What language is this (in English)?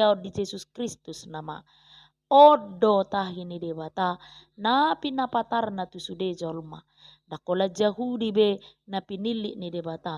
Batak Toba